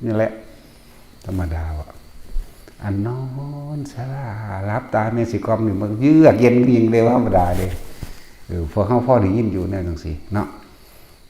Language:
Northeastern Thai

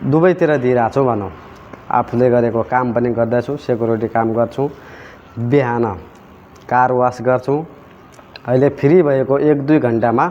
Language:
Nepali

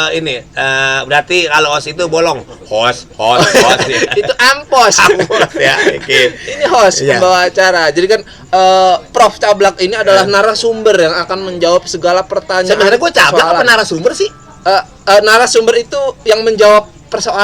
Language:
Betawi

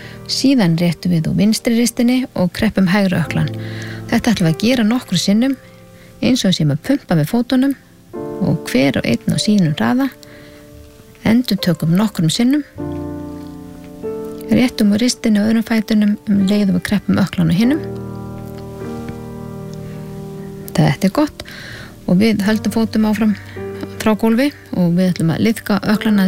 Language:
Icelandic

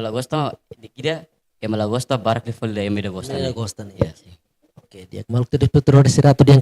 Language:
Tetum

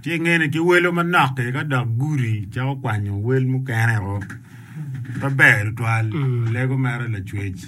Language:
Acoli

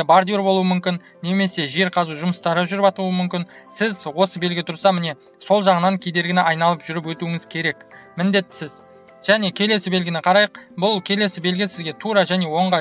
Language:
Kazakh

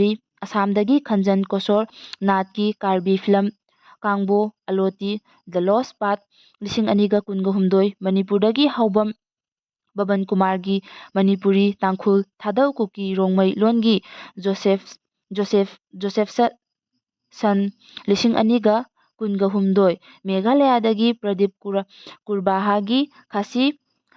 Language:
Manipuri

